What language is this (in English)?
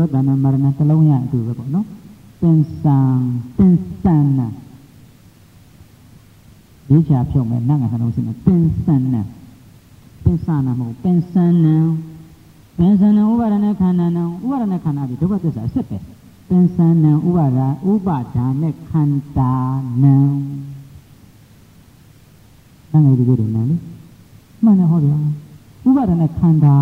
Burmese